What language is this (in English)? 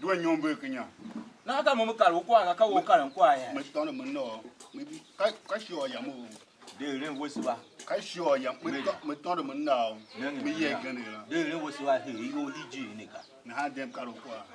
Tiv